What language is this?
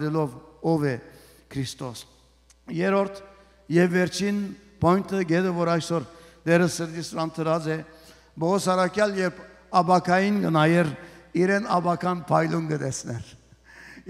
Western Armenian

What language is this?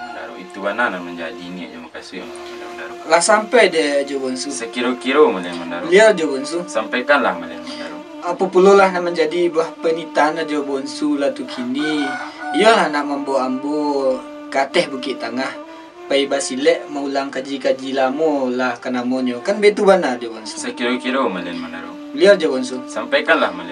Minangkabau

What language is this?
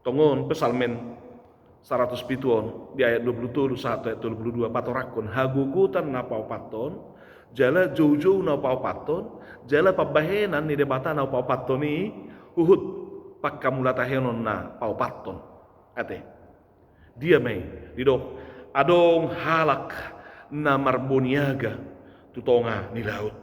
Batak Toba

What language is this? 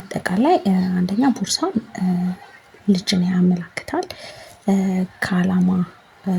Amharic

